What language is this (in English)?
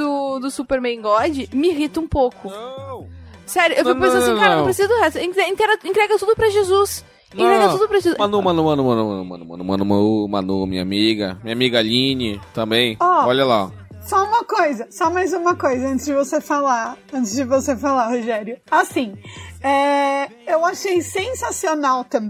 Portuguese